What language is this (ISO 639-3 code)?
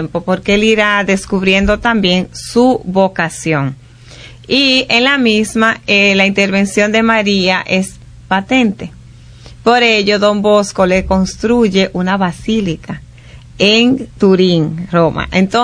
spa